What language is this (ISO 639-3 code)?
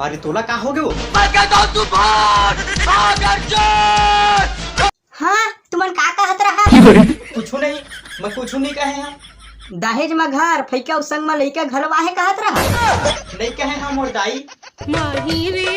hne